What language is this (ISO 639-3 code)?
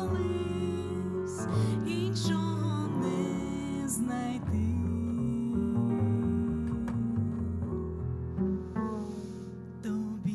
ukr